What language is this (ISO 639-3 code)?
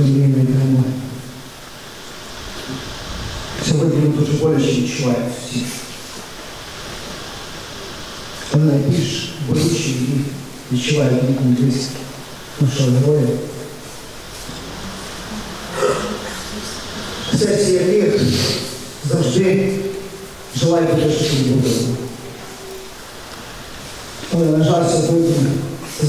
ukr